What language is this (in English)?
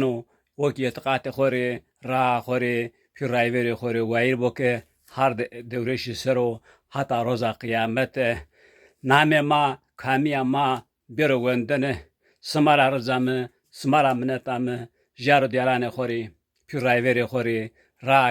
Zaza